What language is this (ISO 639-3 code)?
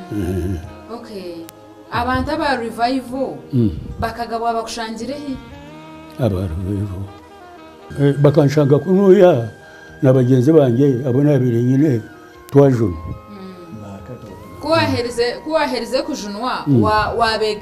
nyn